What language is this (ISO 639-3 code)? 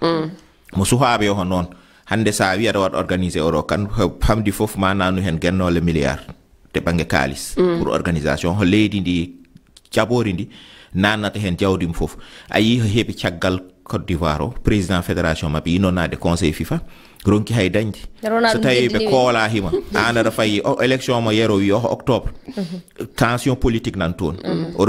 ful